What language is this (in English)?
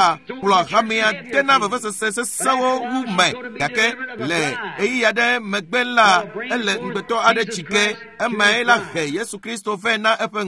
Ewe